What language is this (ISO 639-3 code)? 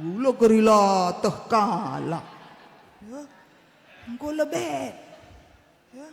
btx